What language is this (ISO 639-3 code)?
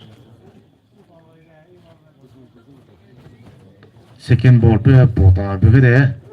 pmx